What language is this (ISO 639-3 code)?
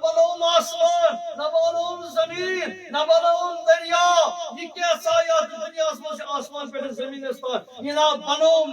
kas